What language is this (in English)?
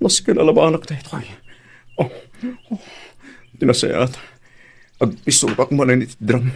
Iloko